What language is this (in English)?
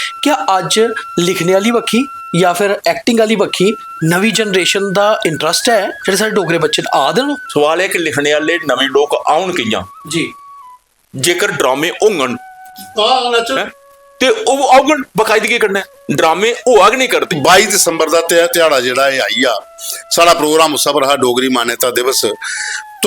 Dogri